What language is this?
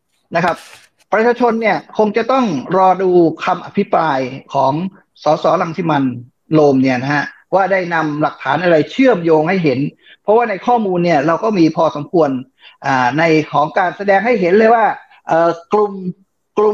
Thai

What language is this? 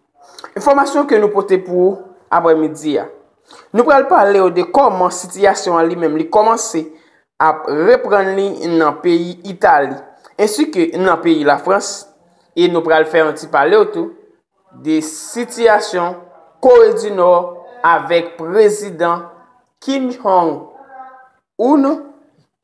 Haitian Creole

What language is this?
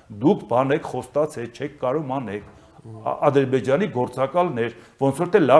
Armenian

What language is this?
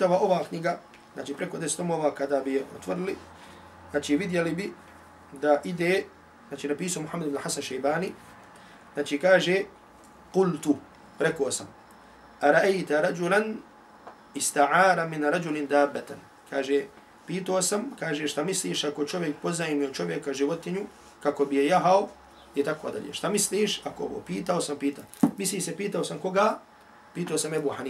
Bosnian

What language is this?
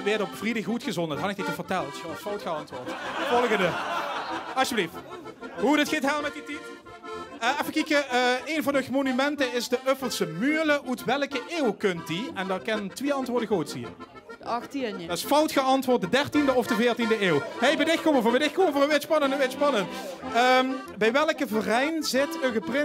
Limburgish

